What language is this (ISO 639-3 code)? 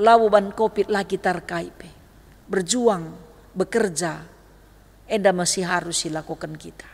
btx